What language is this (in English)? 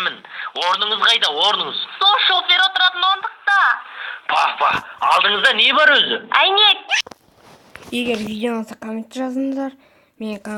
Kazakh